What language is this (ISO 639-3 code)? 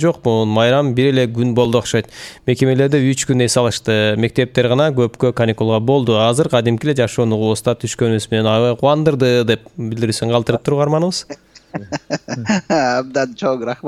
kir